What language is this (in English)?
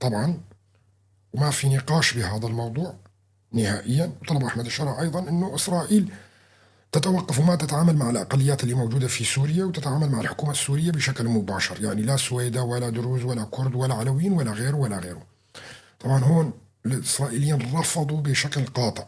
North Levantine Arabic